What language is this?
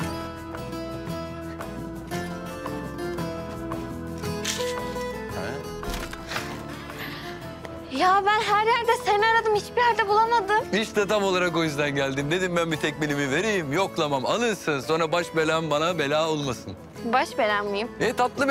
Turkish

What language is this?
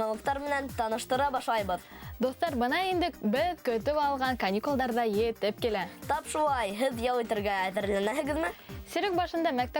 Bashkir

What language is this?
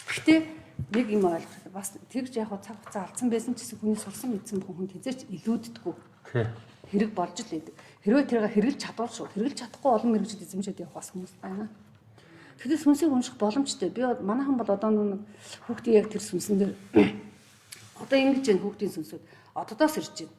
Mongolian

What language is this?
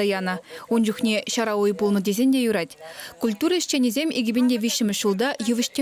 Chuvash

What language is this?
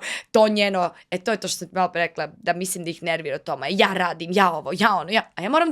Macedonian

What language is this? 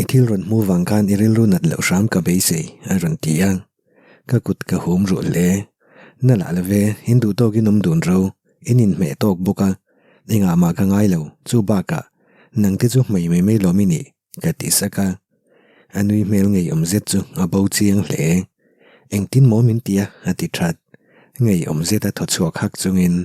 Mizo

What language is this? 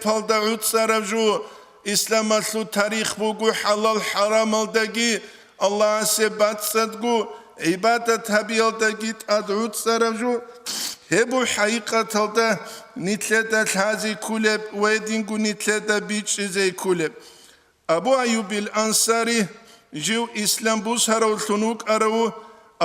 Avaric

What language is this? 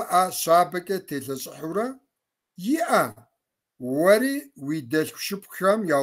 Kabardian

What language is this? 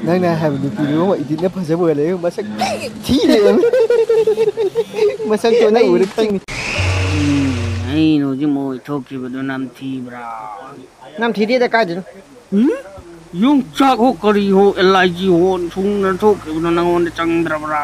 Manipuri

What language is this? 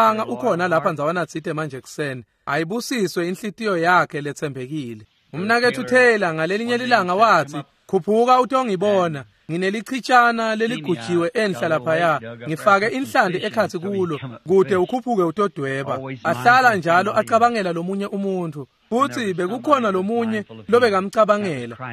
Swati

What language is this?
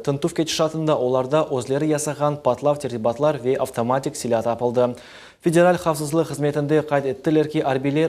Crimean Tatar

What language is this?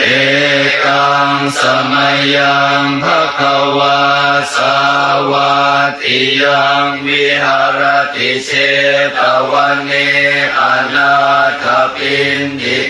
Pali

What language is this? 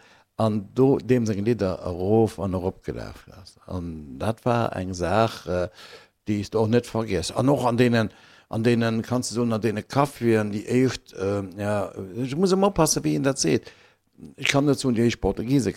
Luxembourgish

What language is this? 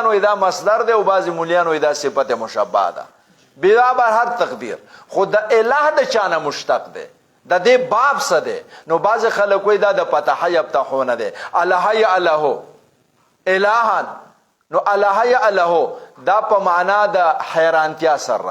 Pashto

